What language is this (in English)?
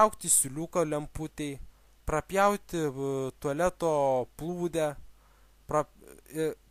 Lithuanian